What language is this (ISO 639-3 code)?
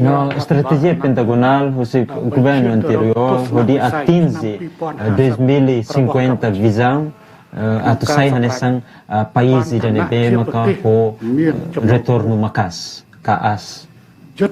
tet